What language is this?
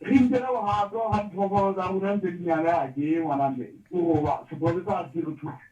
Southern Sotho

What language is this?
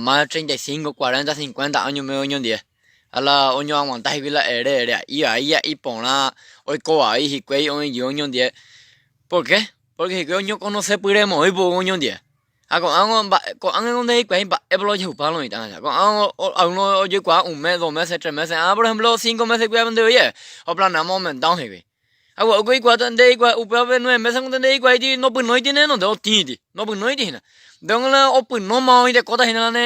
Guarani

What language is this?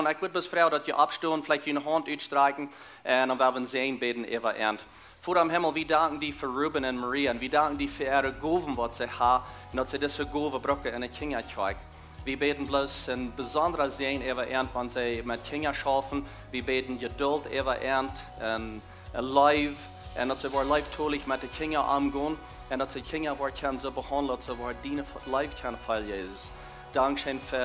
Plautdietsch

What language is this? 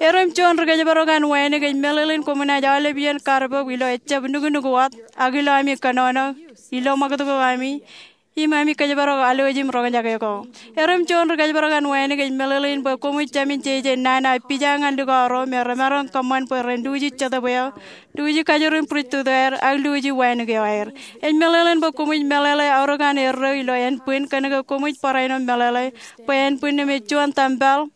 Marshallese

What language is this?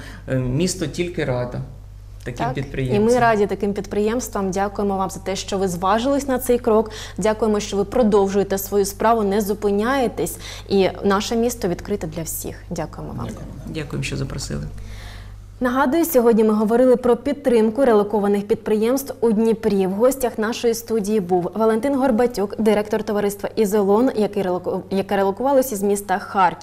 Ukrainian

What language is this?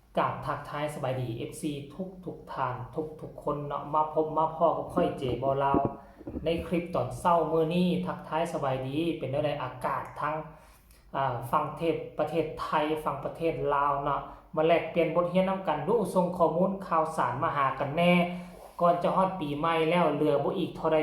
Northeastern Thai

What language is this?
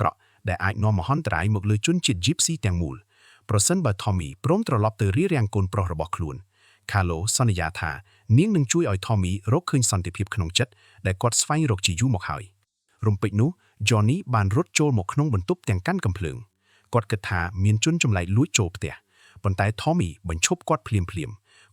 Khmer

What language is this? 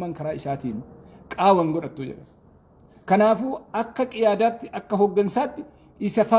Oromo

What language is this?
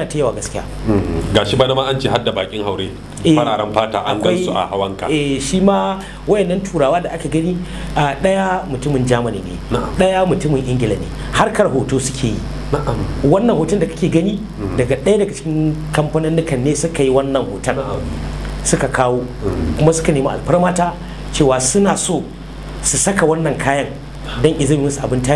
Hausa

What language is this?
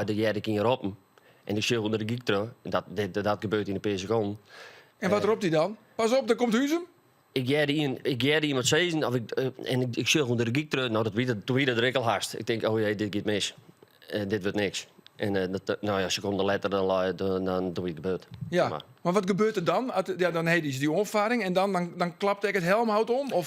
Western Frisian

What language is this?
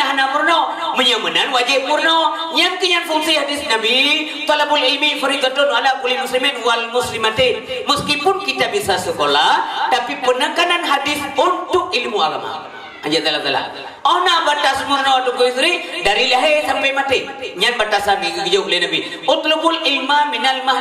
Achinese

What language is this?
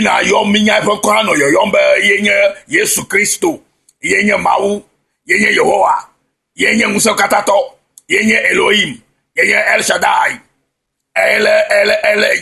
Ewe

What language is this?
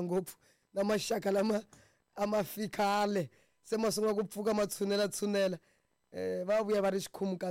Tsonga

